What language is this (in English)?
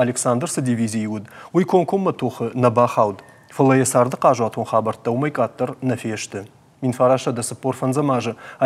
Ossetic